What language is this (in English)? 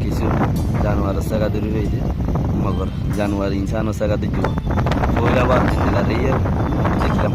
Rohingya